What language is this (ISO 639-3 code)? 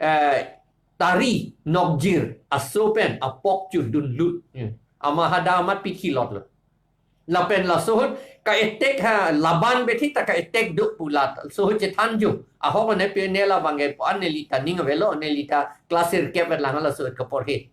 mjw